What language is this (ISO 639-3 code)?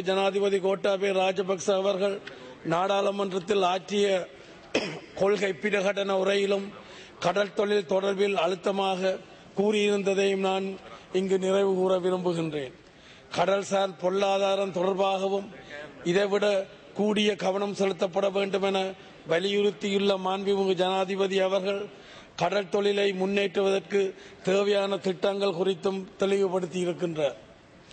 tam